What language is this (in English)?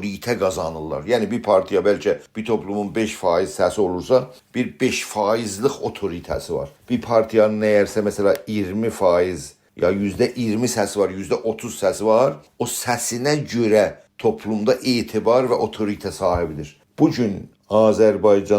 South Azerbaijani